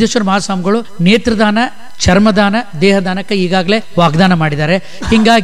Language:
Kannada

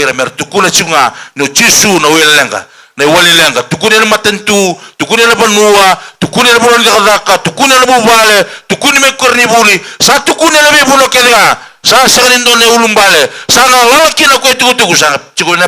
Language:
Fijian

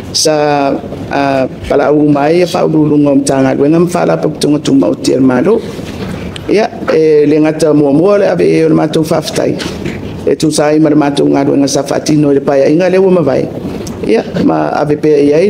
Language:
Samoan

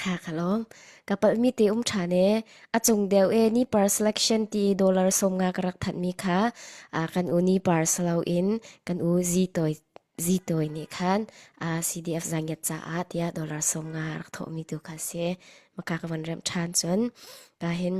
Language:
Falam Chin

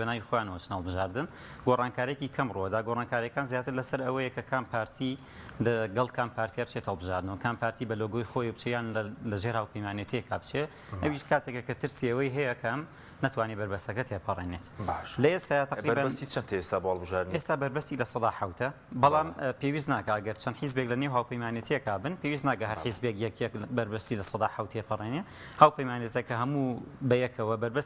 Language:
Central Kurdish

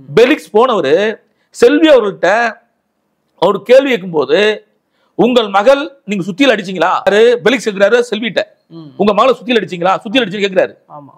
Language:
Tamil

